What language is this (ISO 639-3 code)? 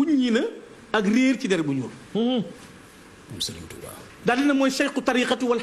wol